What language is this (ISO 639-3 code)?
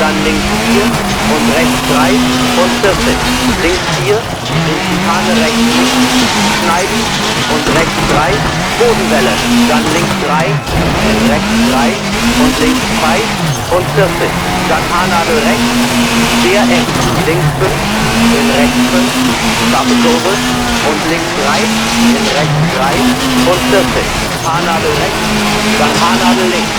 bar